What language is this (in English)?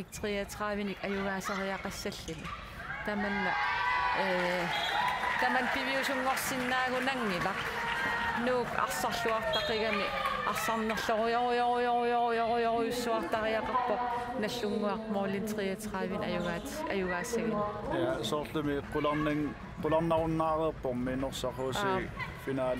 Kalaallisut